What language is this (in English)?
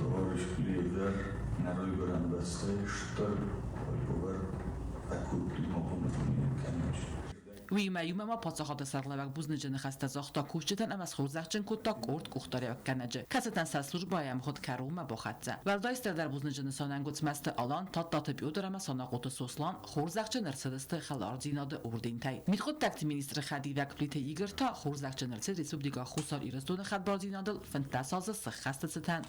Ossetic